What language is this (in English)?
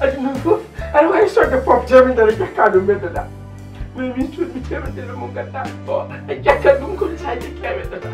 Fula